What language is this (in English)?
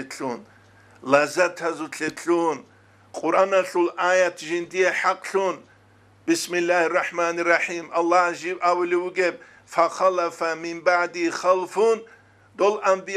Avaric